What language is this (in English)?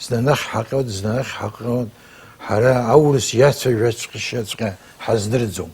Abkhazian